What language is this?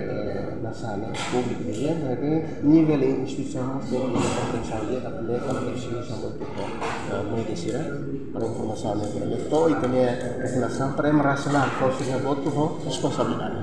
Tetum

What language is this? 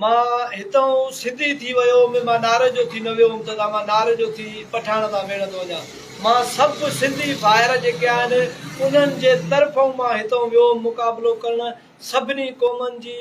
Sindhi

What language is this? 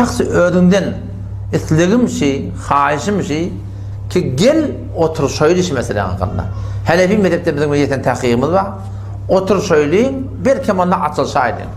Turkmen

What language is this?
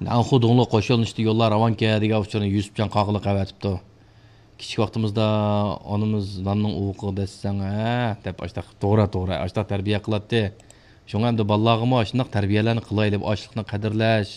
Uyghur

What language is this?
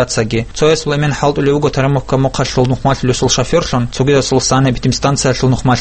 Avaric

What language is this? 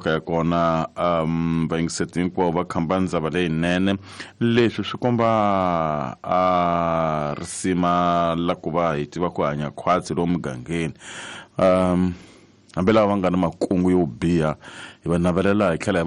Tsonga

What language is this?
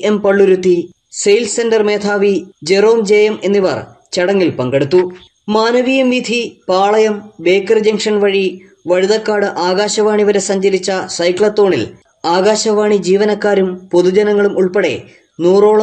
Malayalam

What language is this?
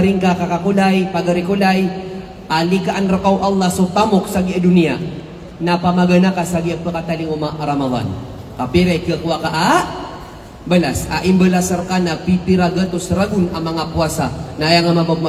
Maranao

